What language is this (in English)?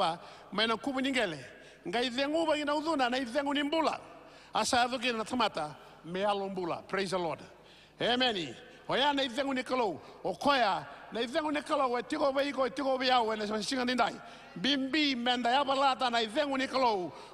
Fijian